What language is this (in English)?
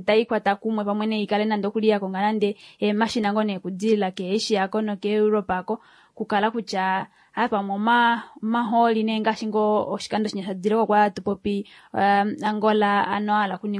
Kuanyama